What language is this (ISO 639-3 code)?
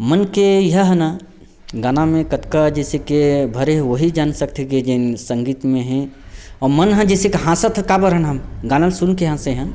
hne